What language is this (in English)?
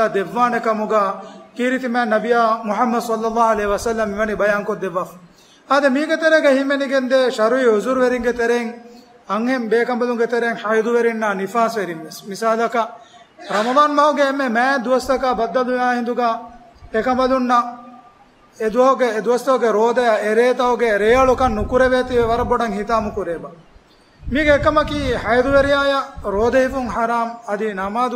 Divehi